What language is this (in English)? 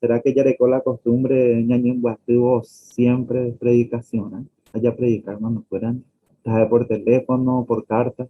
Guarani